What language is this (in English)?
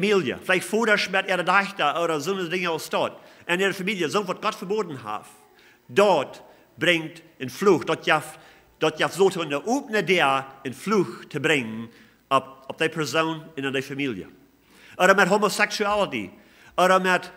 Plautdietsch